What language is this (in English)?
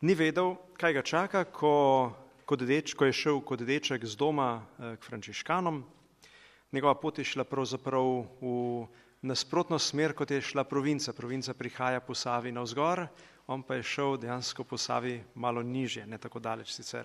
Slovenian